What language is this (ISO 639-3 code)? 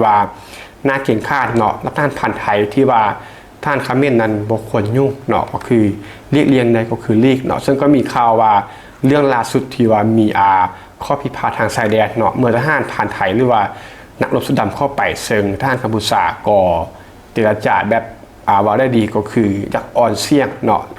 lao